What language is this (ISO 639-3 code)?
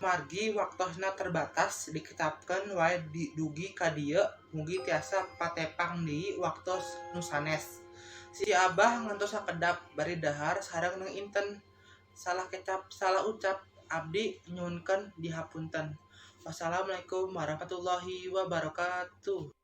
sun